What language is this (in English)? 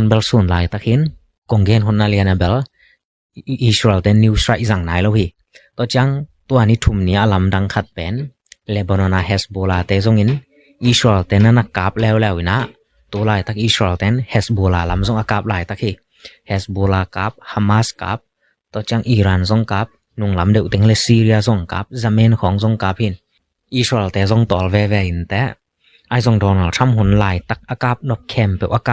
Tedim Chin